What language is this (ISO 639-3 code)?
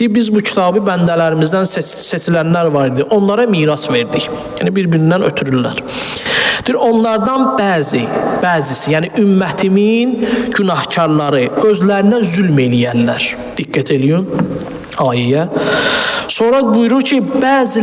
aze